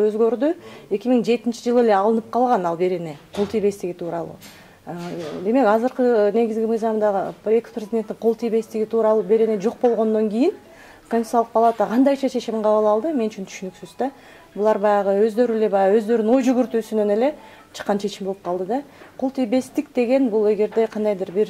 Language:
Kyrgyz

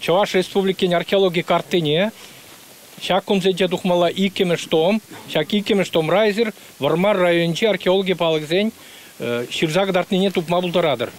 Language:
Chuvash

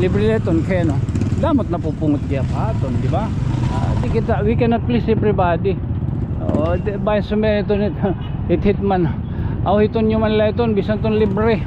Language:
Waray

